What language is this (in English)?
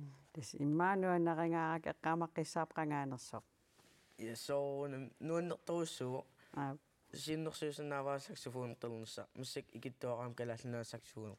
Kalaallisut